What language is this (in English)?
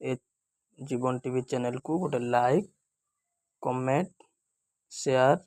Odia